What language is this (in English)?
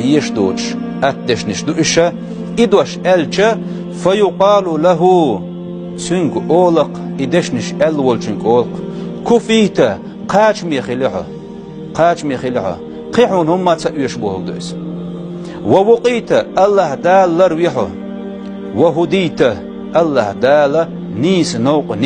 Chechen